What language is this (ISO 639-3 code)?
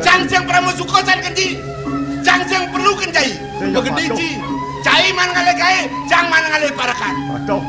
ban